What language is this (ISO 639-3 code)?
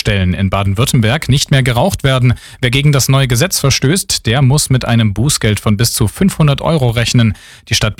deu